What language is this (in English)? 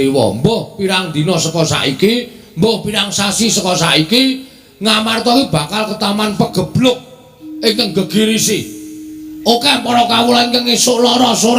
Javanese